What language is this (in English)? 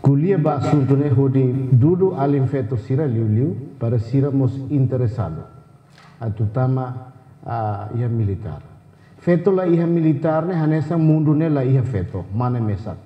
Tetum